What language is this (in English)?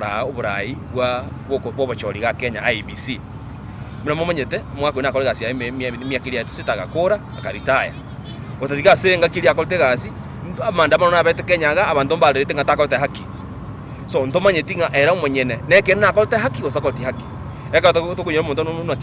Gusii